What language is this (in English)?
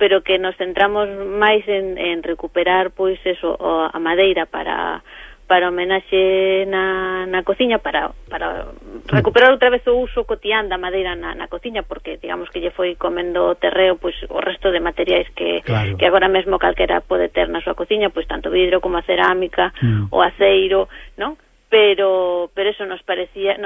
Galician